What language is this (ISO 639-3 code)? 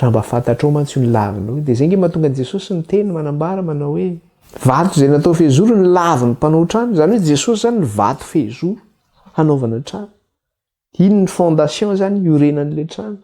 mlg